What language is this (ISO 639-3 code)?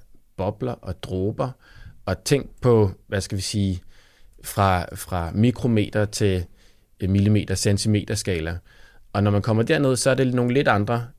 dan